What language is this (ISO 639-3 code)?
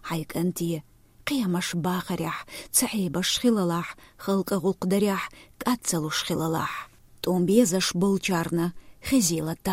che